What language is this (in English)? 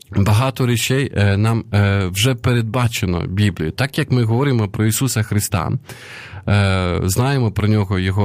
Ukrainian